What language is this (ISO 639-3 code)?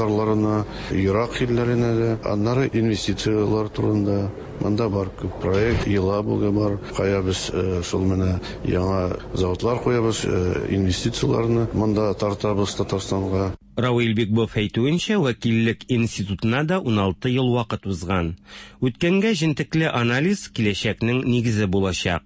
tat